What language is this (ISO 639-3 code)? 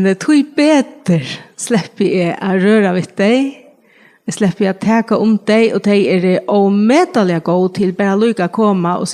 fao